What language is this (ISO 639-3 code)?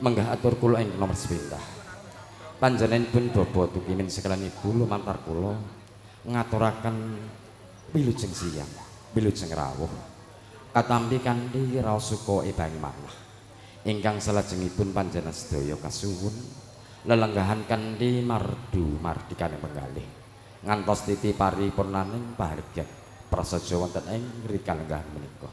jav